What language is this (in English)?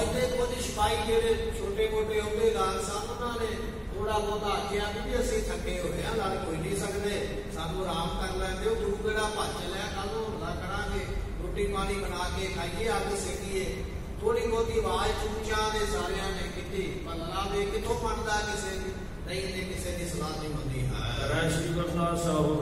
Punjabi